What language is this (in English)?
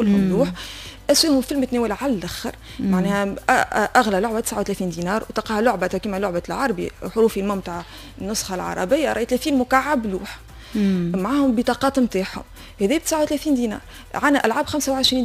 Tunisian Arabic